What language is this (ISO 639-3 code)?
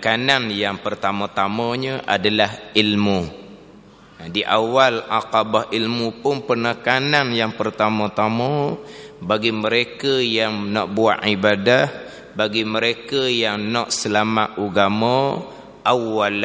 msa